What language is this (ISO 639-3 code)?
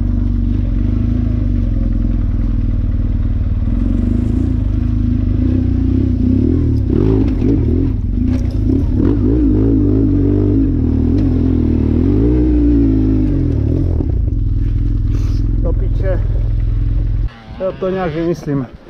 ces